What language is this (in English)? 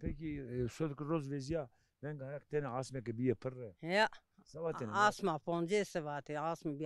Zaza